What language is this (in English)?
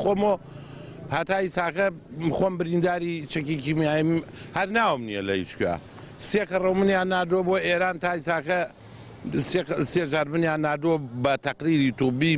Central Kurdish